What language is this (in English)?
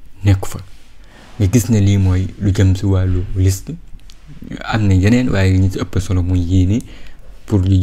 Wolof